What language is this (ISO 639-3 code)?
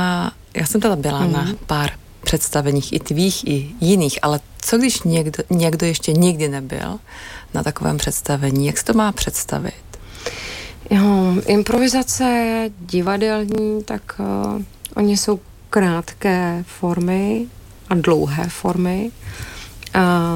ces